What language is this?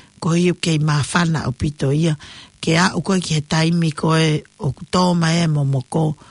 Tongan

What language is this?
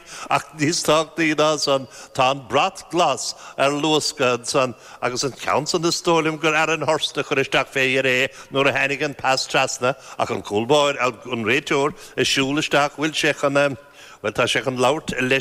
Irish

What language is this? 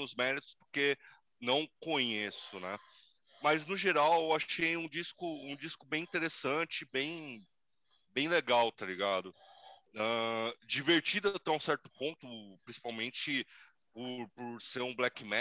Portuguese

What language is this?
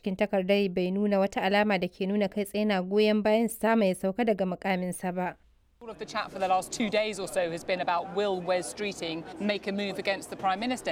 Hausa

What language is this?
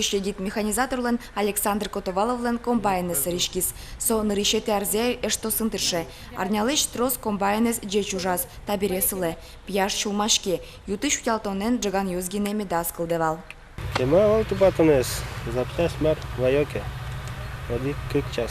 Udmurt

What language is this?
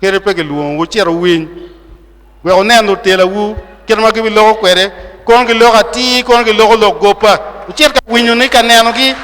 Acoli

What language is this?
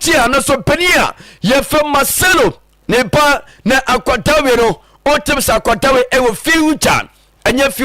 Akan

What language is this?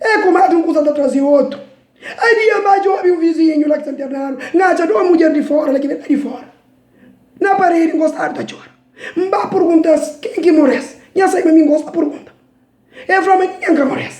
Kabuverdianu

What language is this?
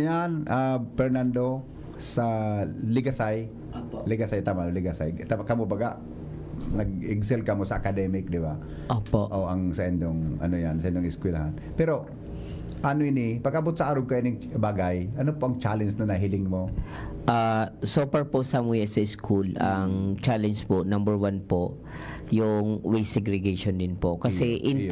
Bikol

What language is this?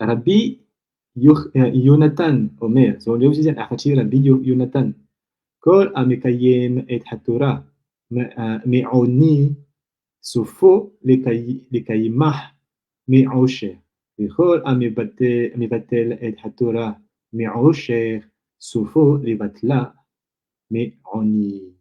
Malagasy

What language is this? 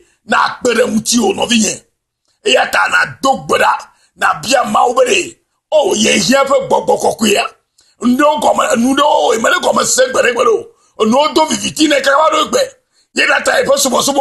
Ewe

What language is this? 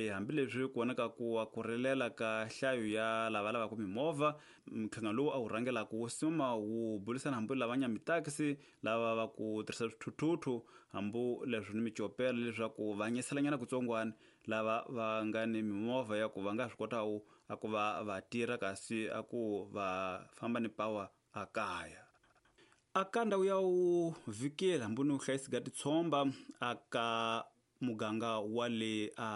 Tsonga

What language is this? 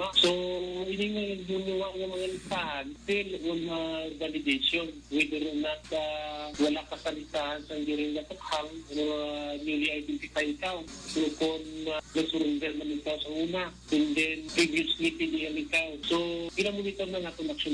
Hiligaynon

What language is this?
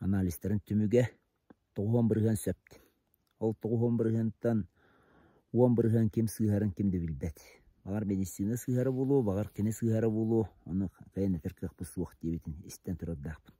Yakut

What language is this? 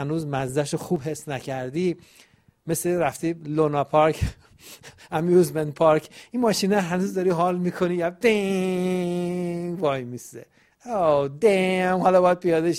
Persian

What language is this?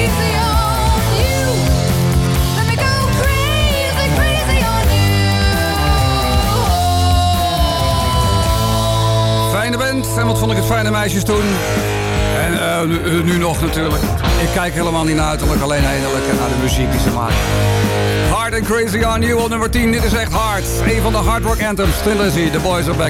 Dutch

